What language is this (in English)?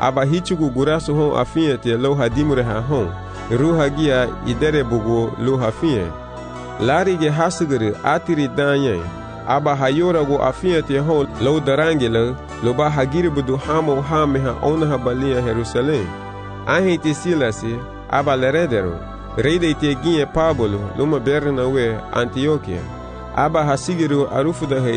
Garifuna